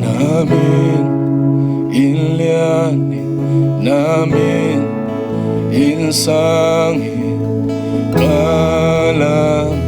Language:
Tedim Chin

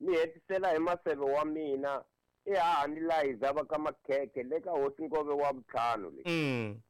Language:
Tsonga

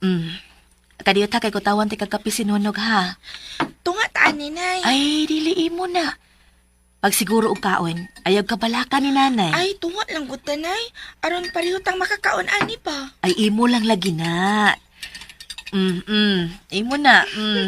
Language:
Cebuano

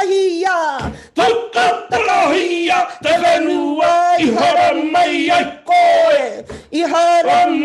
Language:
Māori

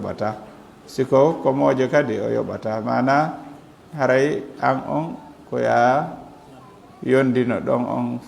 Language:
Fula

